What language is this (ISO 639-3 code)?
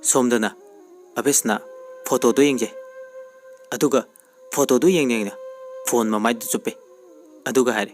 mni